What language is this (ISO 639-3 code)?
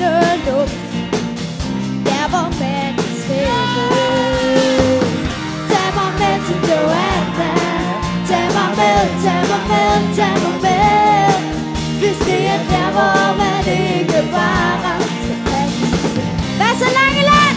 dan